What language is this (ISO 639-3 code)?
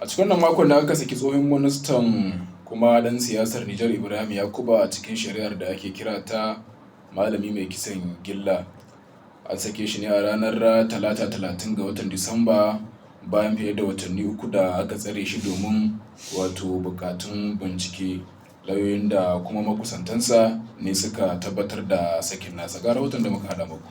hau